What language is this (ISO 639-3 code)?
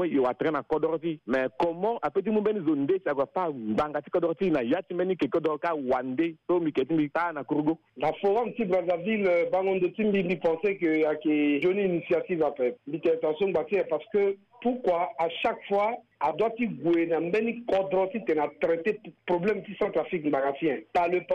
sag